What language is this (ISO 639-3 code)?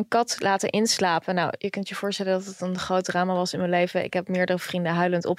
nld